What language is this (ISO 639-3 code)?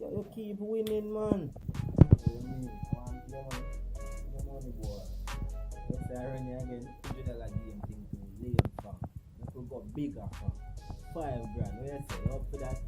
jam